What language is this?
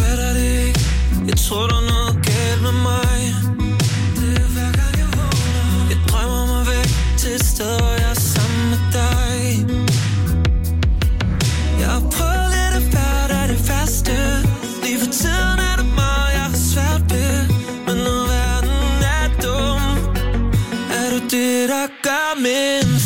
Danish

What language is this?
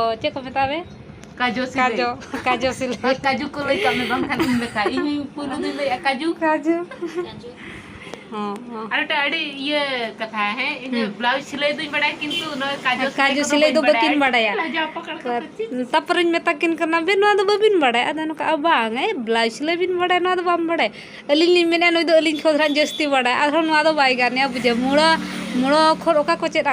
Santali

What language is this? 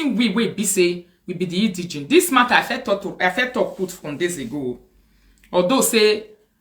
Nigerian Pidgin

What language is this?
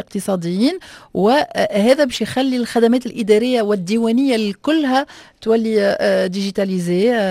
Tunisian Arabic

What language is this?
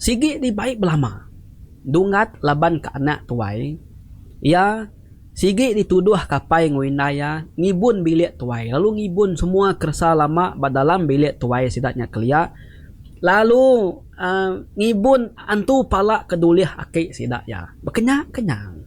Iban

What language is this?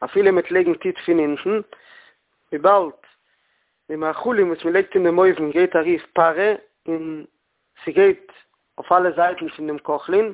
Yiddish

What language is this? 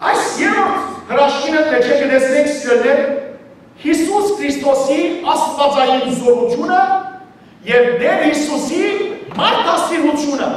Western Armenian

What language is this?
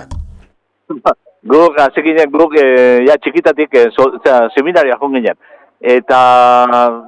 Basque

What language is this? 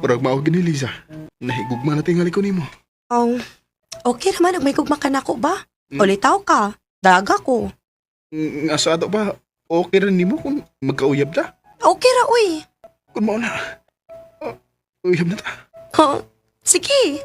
Cebuano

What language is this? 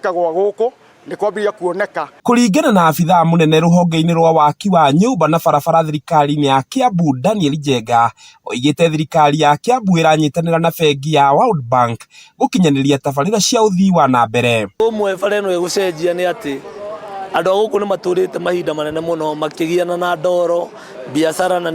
Kikuyu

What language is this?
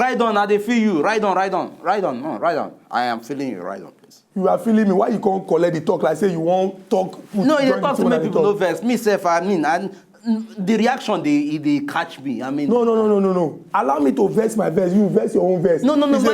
Nigerian Pidgin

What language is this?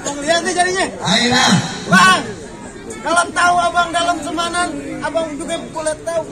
Betawi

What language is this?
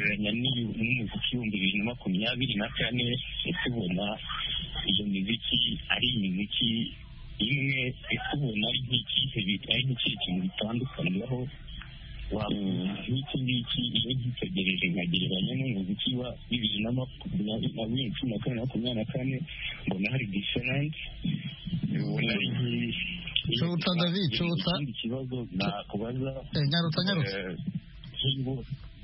Kinyarwanda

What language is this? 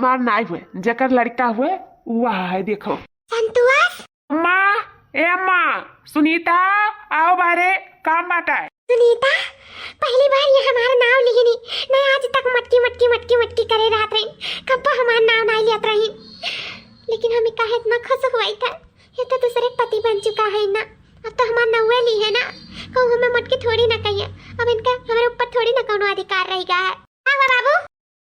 Awadhi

